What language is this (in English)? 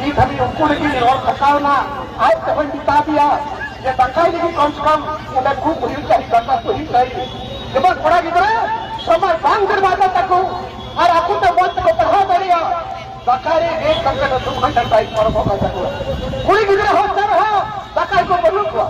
Santali